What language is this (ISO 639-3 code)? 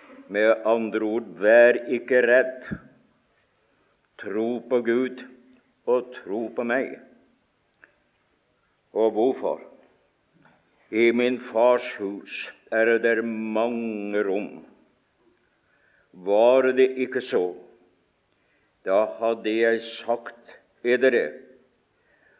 nor